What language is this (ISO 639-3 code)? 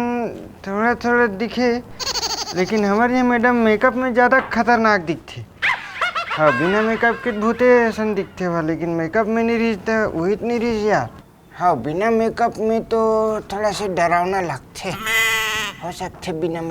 hne